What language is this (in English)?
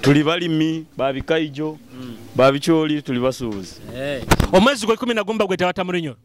Nyoro